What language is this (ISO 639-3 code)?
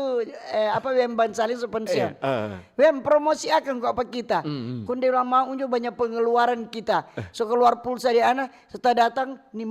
xmm